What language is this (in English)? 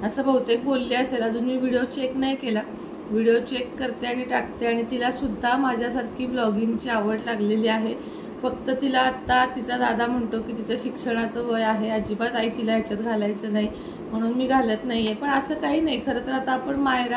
Marathi